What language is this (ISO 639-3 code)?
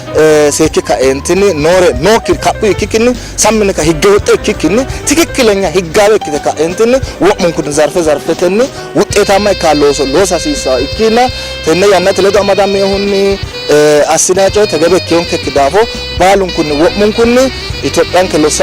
sid